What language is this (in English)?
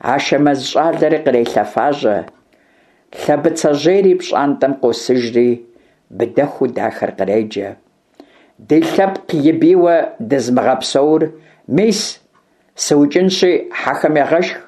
Kabardian